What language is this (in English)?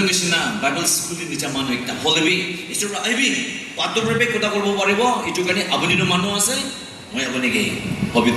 Naga Pidgin